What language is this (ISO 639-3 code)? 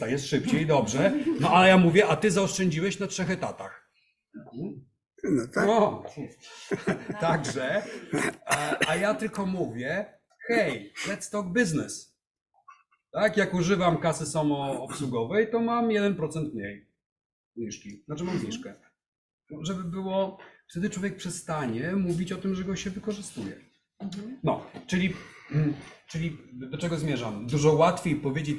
pol